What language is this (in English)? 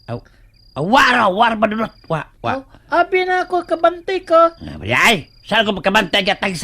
Cebuano